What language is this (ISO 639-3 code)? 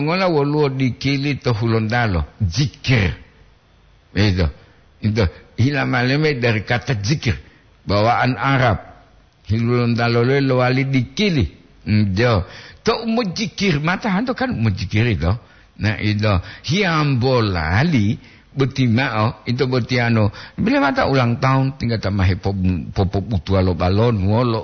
gor